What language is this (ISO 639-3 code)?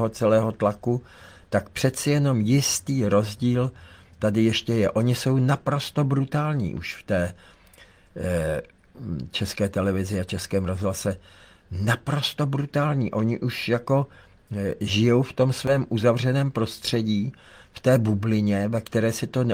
ces